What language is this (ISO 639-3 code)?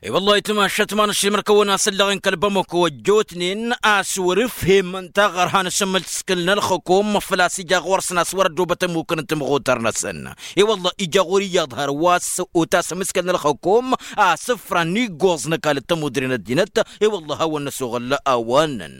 taq